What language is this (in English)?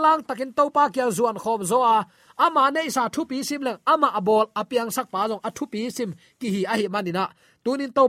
Tedim Chin